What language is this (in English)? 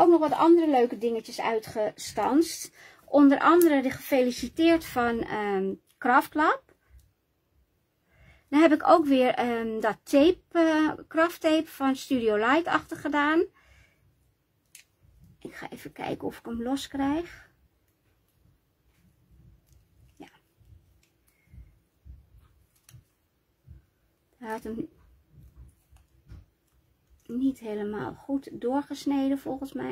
Dutch